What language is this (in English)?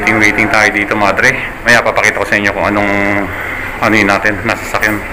Filipino